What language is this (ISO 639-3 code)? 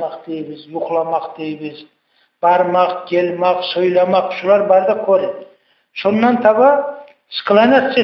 kum